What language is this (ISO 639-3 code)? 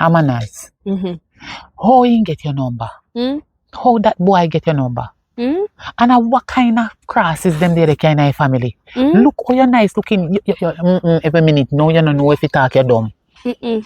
jam